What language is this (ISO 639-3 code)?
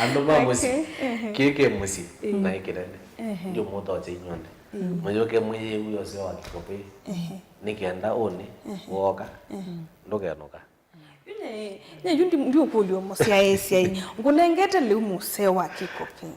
kam